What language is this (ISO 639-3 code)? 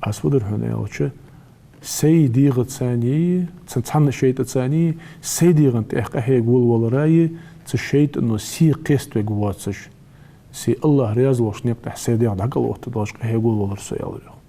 inh